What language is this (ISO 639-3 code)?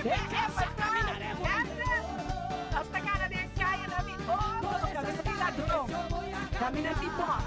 pap